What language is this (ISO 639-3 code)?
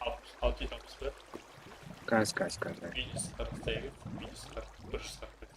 kaa